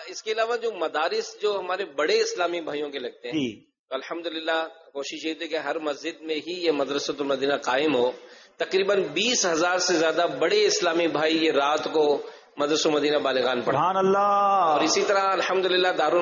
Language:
Urdu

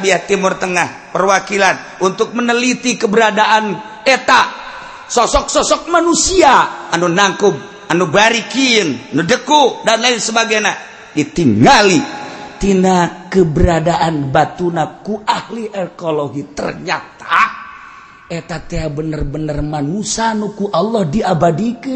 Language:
Sundanese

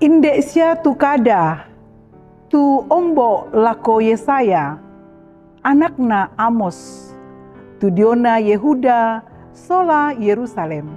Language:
Toraja-Sa'dan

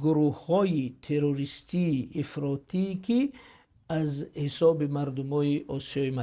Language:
Tajik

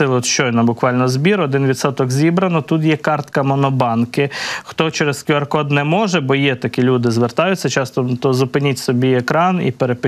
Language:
Ukrainian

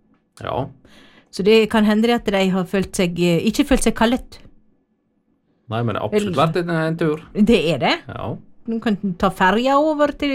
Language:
Norwegian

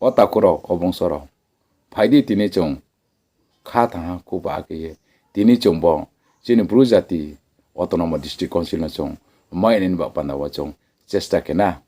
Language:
Riang (India)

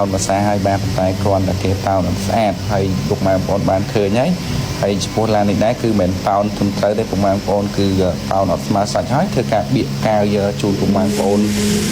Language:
Khmer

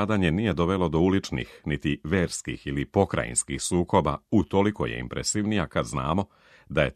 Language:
Serbian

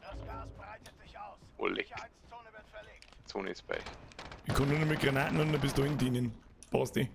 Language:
Bavarian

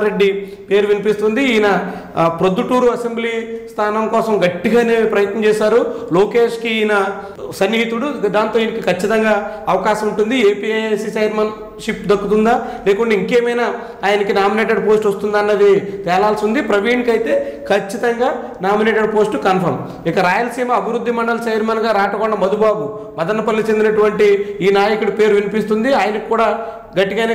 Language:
Telugu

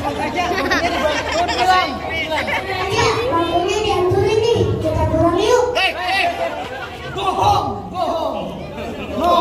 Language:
Betawi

